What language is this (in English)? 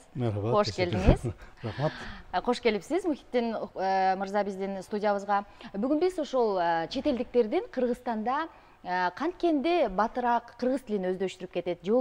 Kyrgyz